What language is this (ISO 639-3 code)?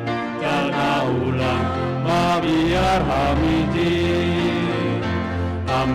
bts